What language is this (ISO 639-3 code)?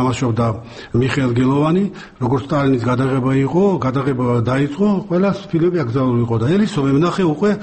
kat